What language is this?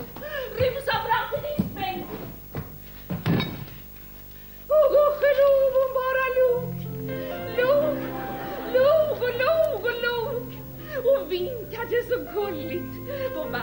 Swedish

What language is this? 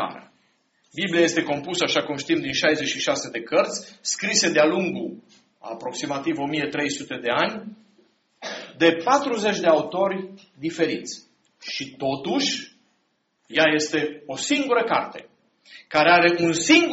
Romanian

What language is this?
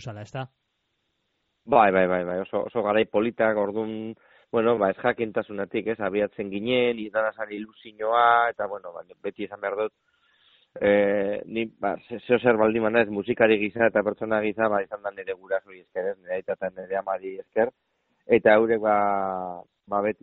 Basque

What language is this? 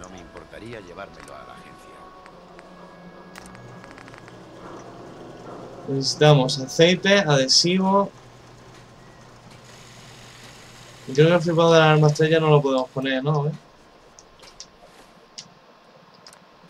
Spanish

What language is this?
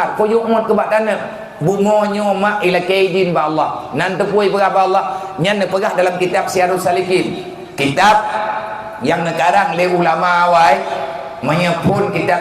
Achinese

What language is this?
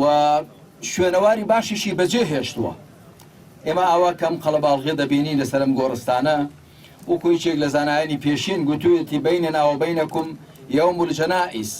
Central Kurdish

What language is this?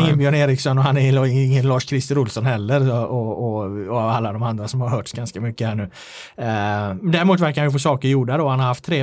Swedish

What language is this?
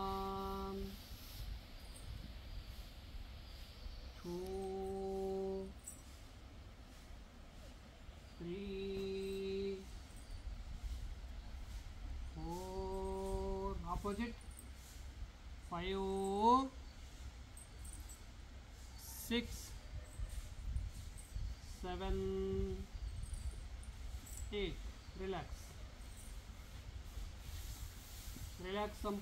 Kannada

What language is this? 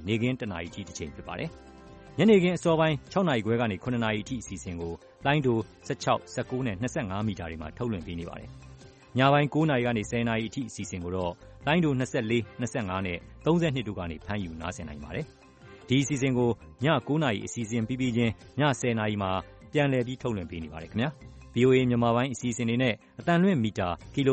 Burmese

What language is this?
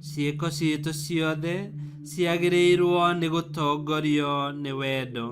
Kikuyu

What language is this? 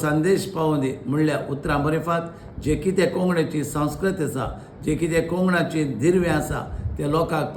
Konkani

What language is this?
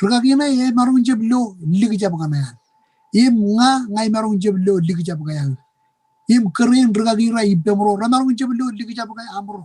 Marshallese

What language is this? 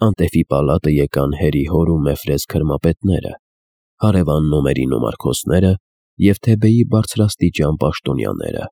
Armenian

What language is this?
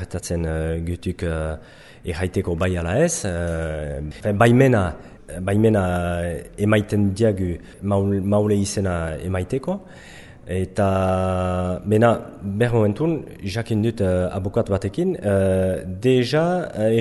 Basque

